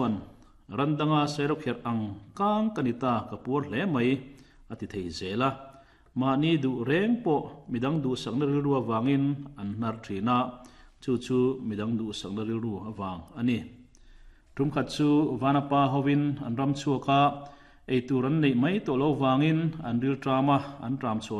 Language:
Mizo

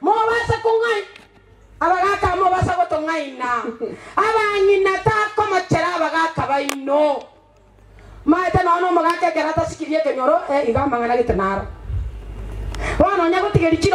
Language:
Gusii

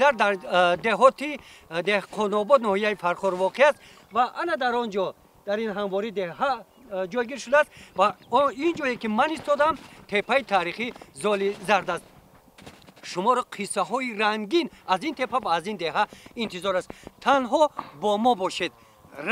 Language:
Tajik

